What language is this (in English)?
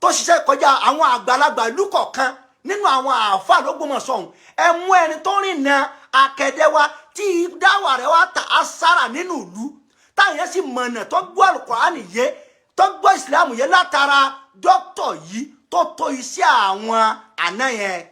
Yoruba